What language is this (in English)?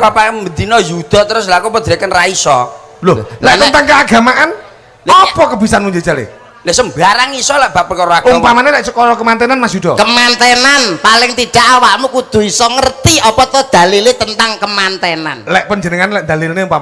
Javanese